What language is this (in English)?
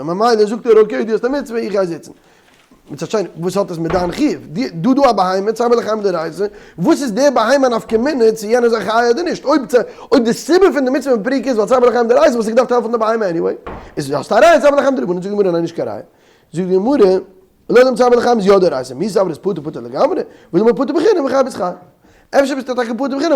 Yiddish